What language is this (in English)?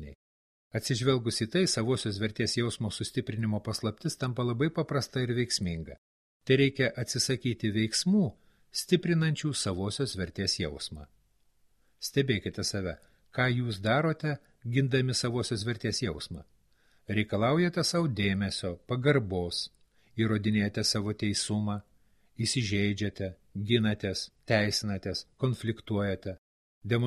Lithuanian